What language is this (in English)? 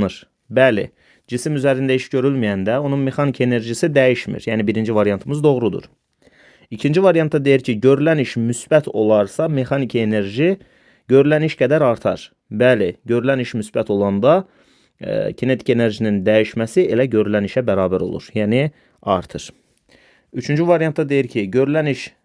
Azerbaijani